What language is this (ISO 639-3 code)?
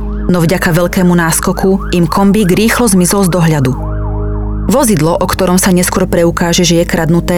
slk